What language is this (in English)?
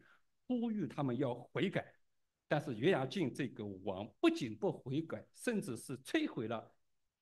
Chinese